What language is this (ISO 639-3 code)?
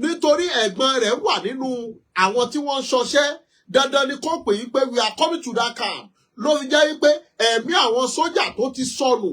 yor